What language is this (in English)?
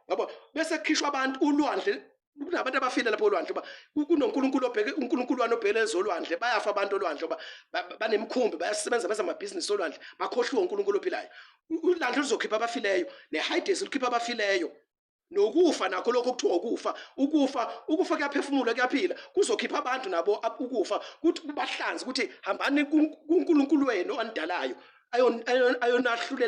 Zulu